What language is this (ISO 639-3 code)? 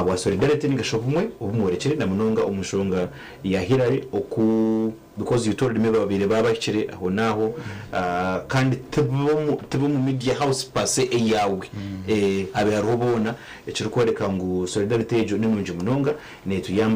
nyn